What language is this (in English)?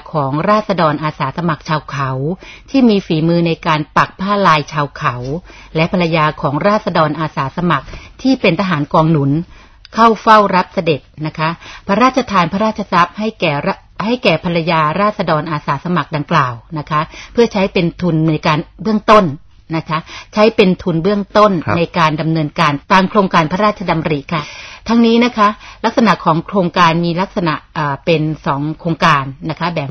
Thai